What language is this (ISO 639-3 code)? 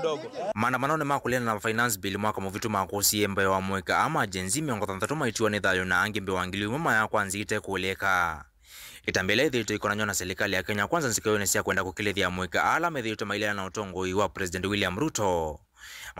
kam